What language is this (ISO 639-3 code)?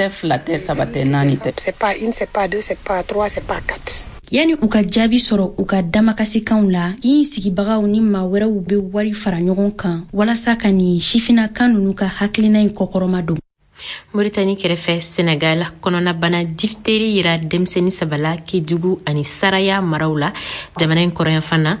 bam